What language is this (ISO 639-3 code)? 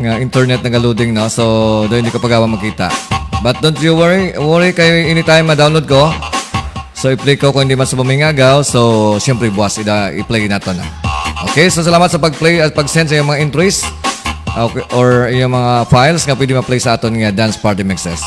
hil